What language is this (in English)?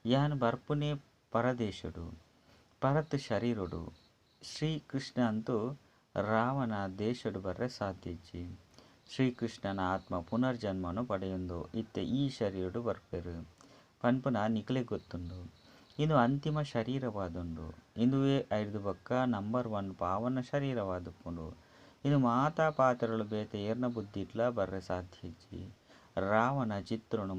Tulu